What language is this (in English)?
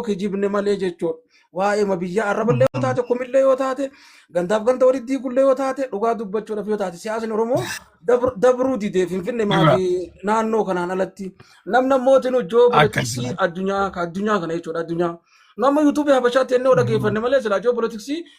Oromo